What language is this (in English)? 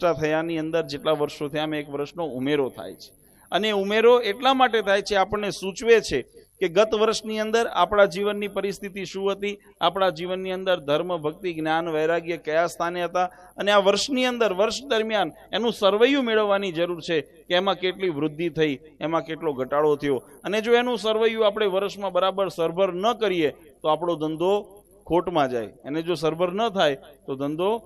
Gujarati